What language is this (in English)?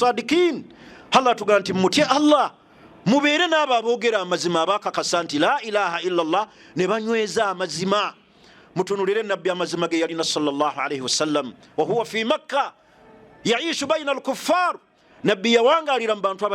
Ganda